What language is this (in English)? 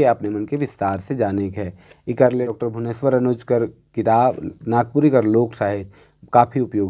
Sadri